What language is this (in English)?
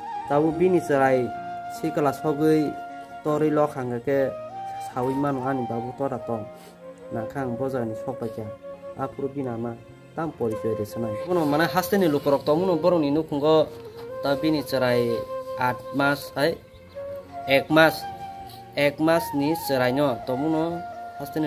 Kok Borok